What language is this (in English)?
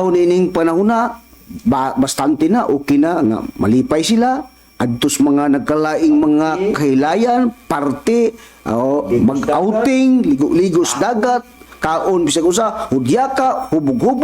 Cebuano